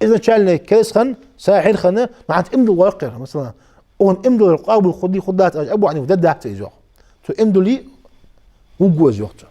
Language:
Ingush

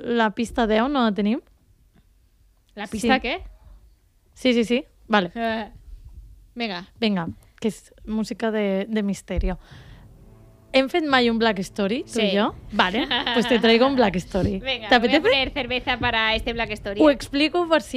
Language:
Catalan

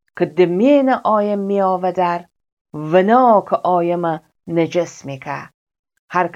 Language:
Gilaki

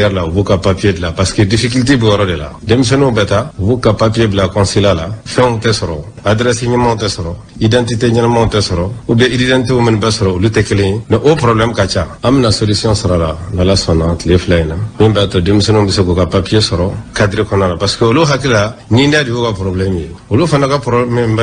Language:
Bambara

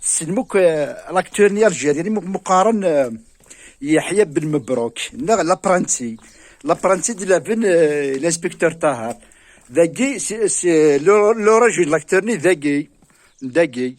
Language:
Kabyle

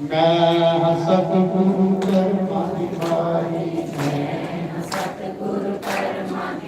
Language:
Dogri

